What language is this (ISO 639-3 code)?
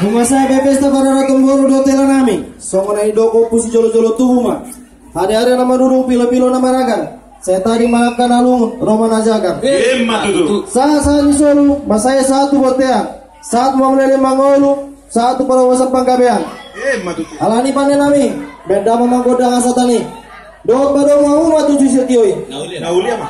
bbc